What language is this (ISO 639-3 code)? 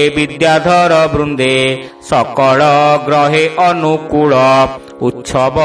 ori